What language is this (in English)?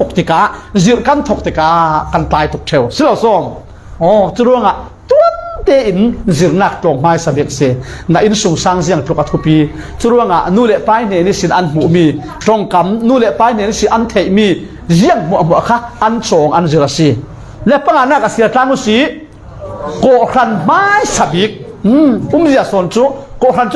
Falam Chin